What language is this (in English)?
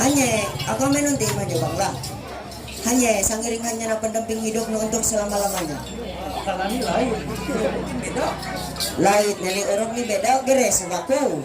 Ma'anyan